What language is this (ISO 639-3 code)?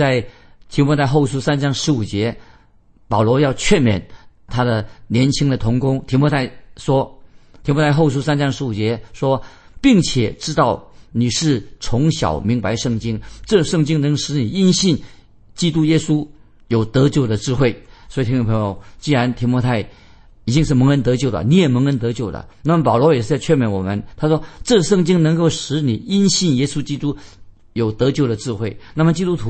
zho